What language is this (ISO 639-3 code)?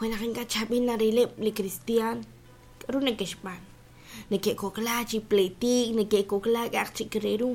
kek